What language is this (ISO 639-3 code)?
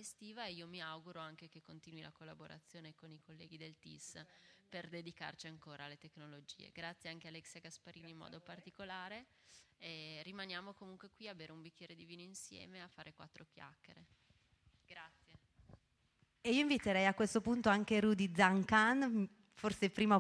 ita